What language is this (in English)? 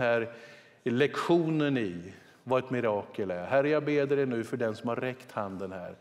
Swedish